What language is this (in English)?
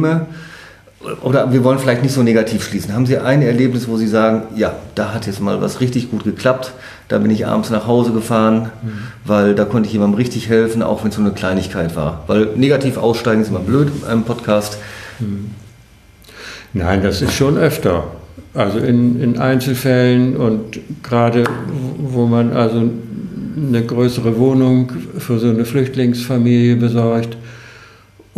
German